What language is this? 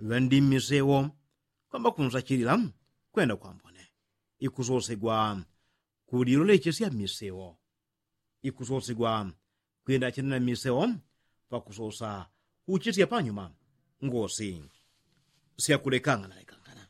Yao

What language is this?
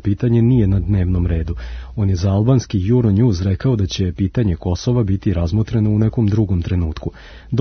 Serbian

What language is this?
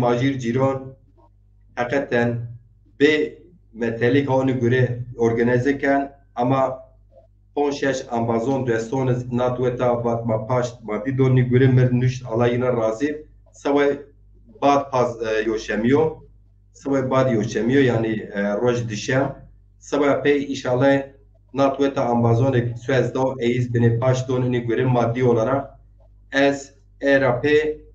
Zaza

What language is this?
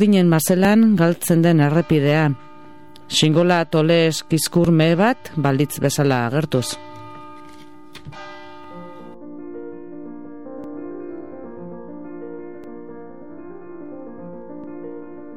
Basque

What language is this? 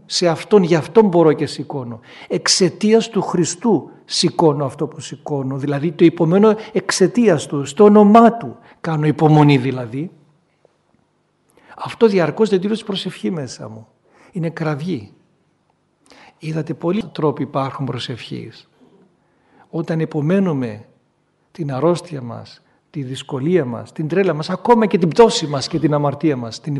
Greek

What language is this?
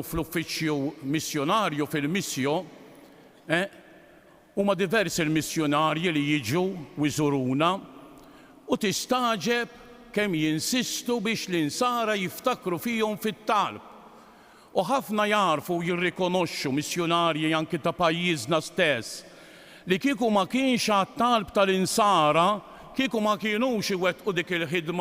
Maltese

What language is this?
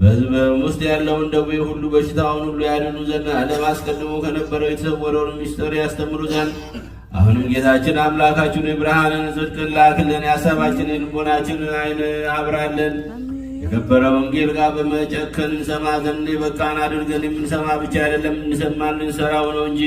Amharic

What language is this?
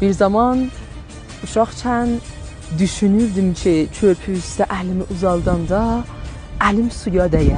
South Azerbaijani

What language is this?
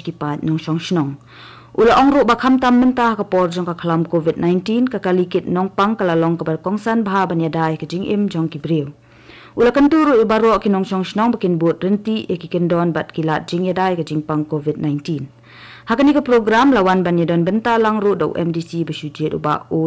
Khasi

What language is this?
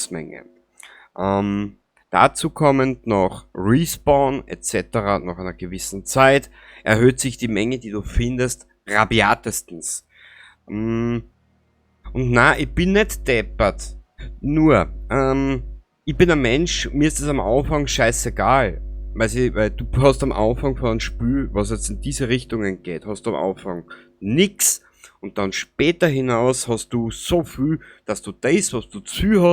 Bavarian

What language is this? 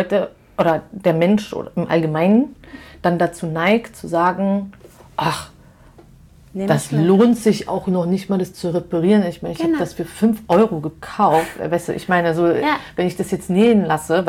German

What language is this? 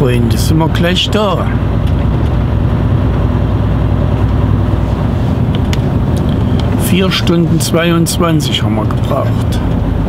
German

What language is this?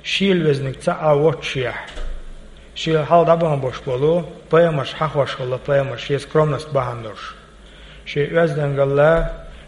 Chechen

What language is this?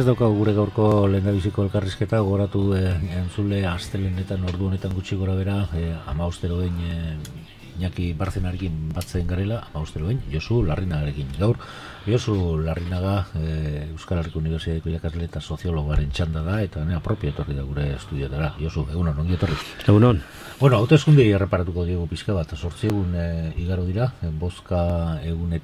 Basque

